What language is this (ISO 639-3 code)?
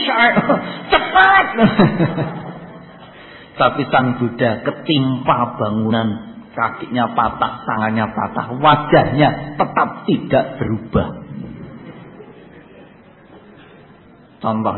ind